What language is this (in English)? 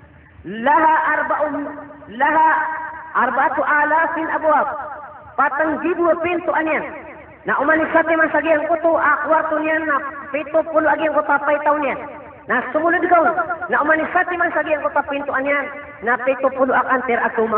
Maranao